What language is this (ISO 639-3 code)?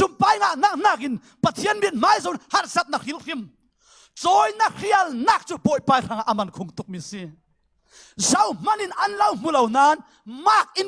cfm